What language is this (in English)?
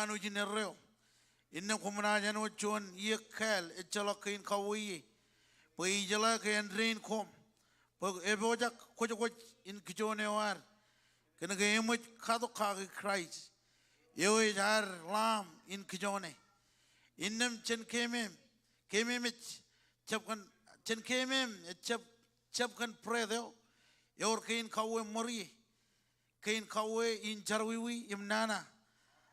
Marshallese